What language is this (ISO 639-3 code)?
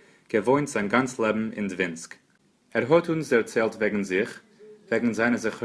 yid